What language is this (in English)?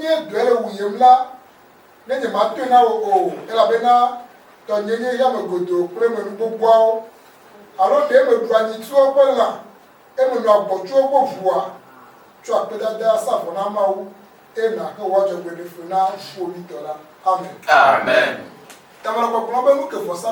Ewe